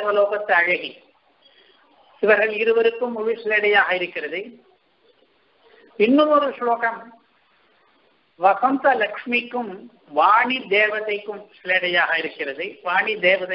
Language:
Tamil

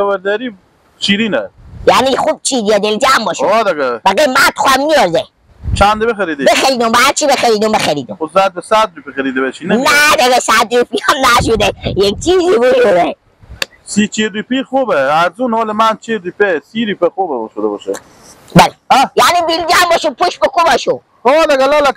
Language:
Persian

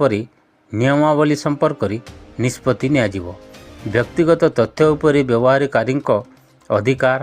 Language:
Odia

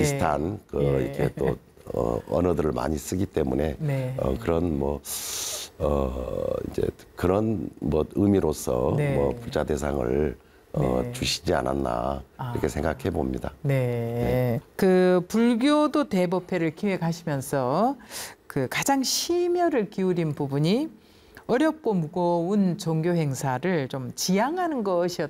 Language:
Korean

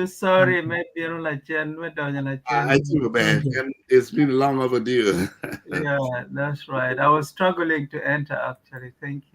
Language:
Acoli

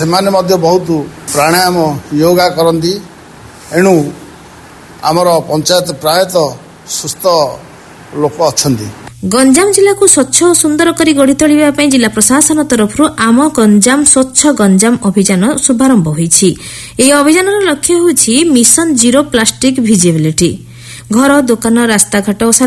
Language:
Odia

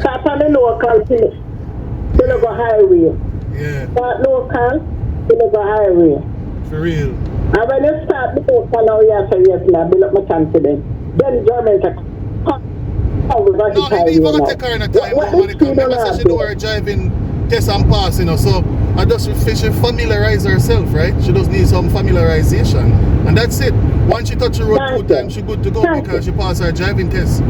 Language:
Jamaican Creole English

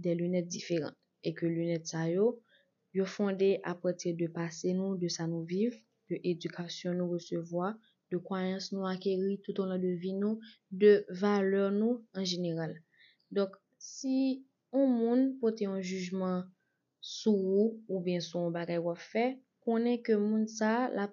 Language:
Haitian Creole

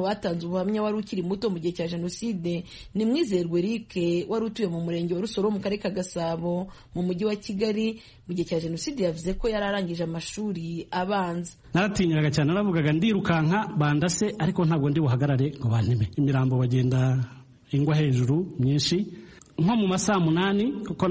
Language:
Kinyarwanda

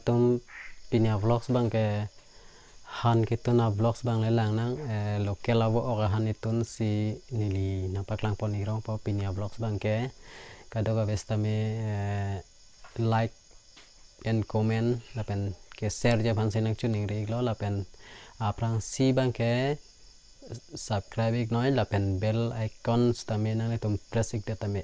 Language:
Karbi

